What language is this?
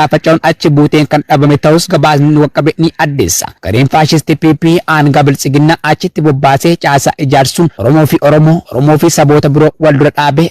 Oromo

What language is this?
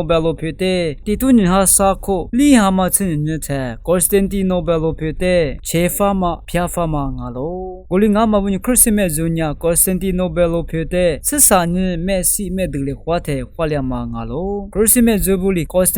Lisu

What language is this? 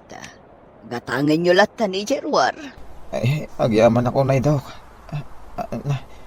Iloko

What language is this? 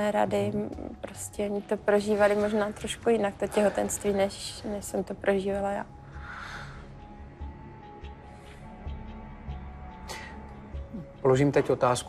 Czech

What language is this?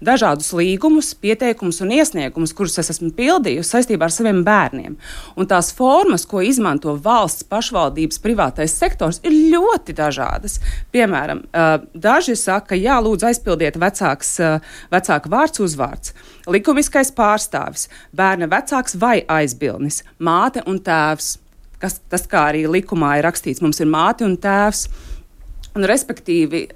Latvian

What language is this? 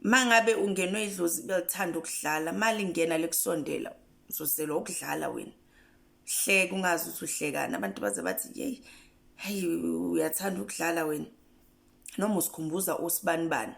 Zulu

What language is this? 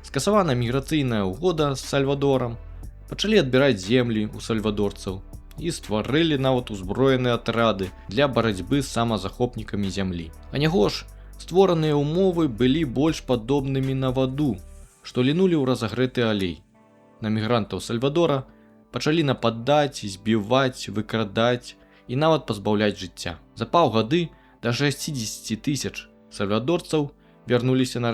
Belarusian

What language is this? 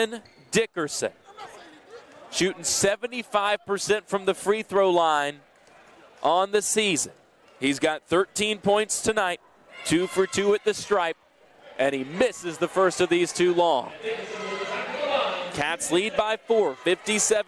English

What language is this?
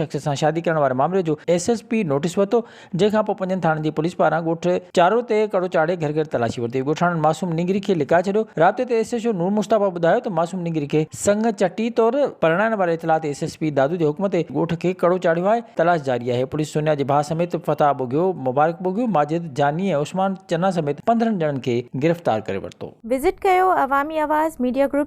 Sindhi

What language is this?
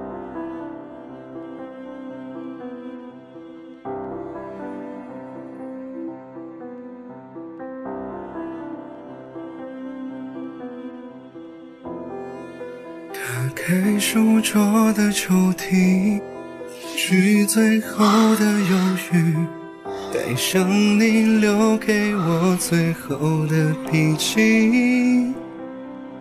Chinese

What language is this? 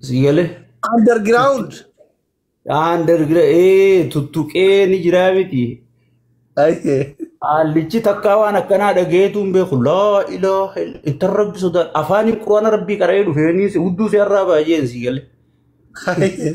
Oromo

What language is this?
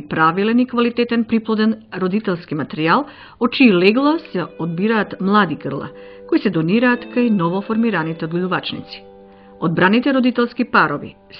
Macedonian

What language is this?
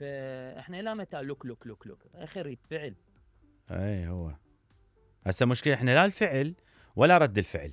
Mesopotamian Arabic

